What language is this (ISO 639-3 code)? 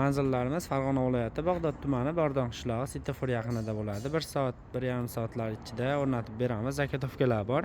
uzb